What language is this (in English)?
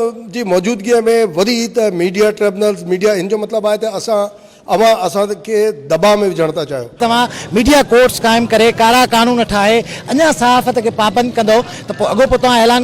Sindhi